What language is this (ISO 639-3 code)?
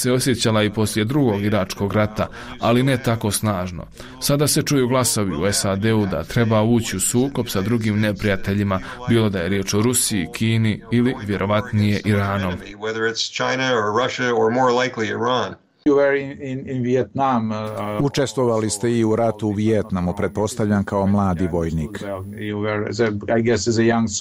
bos